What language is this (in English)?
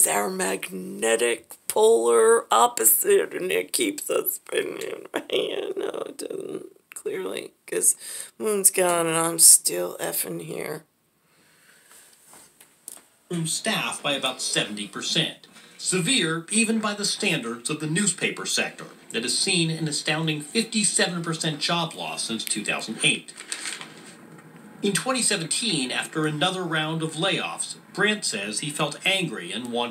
English